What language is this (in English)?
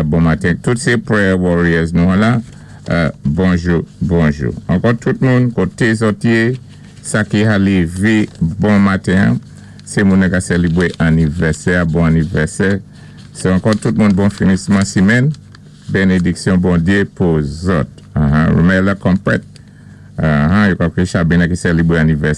Saint Lucian Creole French